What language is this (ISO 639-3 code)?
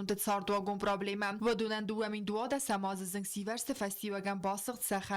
oss